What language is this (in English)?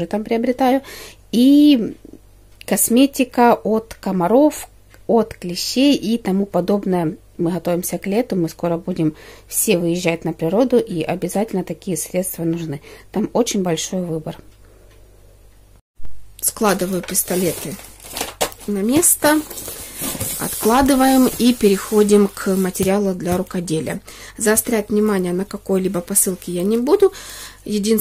Russian